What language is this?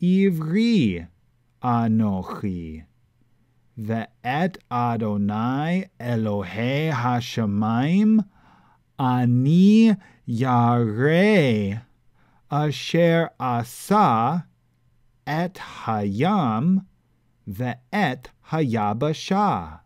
Latin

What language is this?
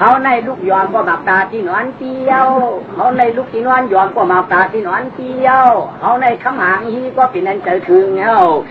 Shan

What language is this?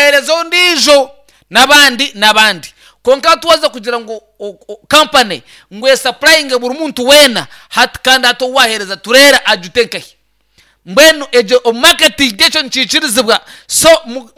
Nyankole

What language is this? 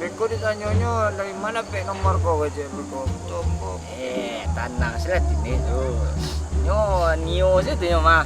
Minangkabau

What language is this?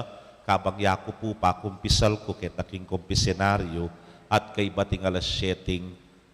Pampanga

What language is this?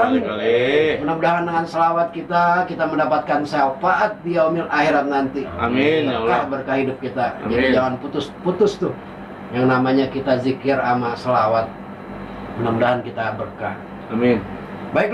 Betawi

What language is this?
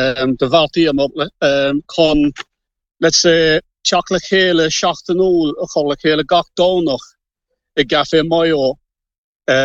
Irish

